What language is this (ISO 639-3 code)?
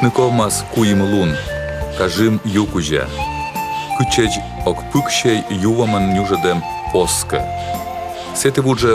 kom